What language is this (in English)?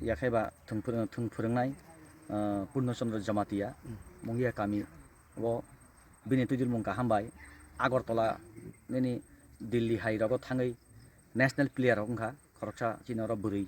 Kok Borok